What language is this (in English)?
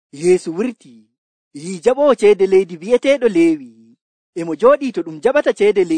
Nigerian Fulfulde